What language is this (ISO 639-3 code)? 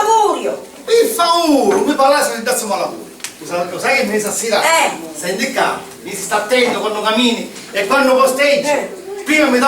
scn